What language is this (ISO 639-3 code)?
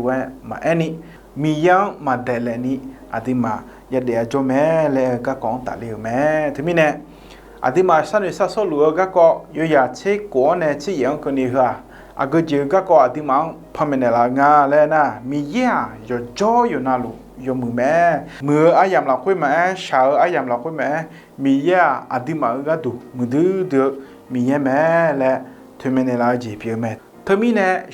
ahk